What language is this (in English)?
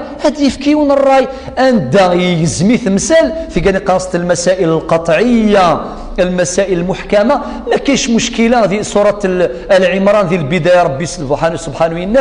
Kabyle